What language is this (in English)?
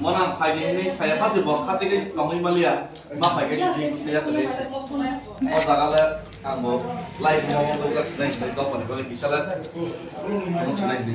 Kok Borok